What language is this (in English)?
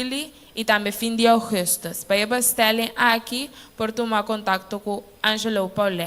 Papiamento